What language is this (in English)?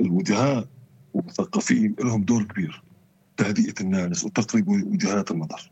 North Levantine Arabic